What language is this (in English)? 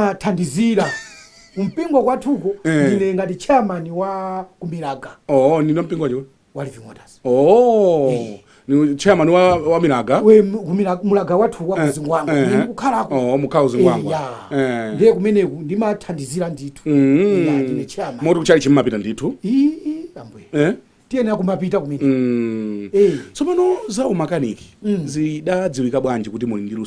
Nyanja